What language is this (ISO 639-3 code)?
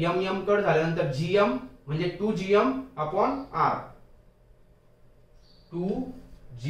mar